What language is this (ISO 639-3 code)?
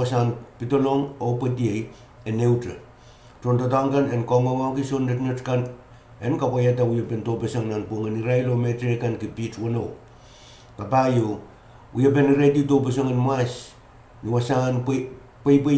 pon